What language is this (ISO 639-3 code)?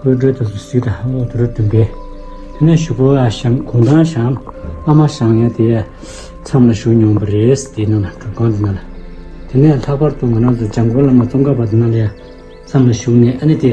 bod